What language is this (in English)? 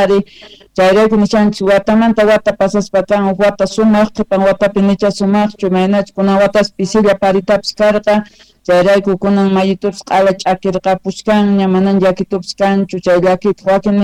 South Bolivian Quechua